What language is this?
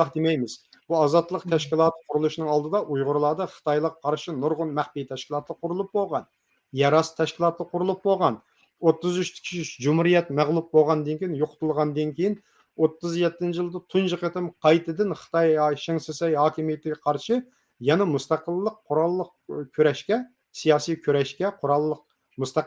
Uyghur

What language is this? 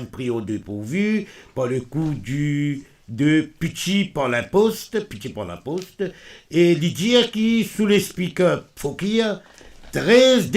Morisyen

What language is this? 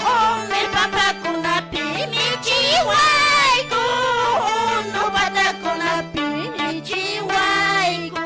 Quechua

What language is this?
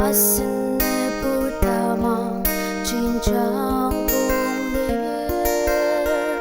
Ao Naga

